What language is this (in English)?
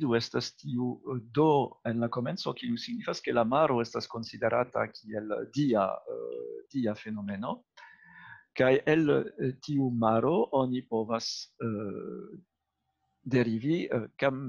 Esperanto